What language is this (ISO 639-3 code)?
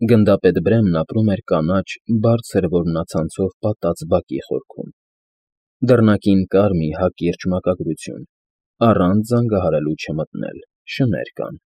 hye